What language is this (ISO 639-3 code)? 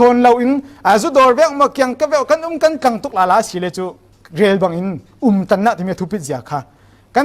cfm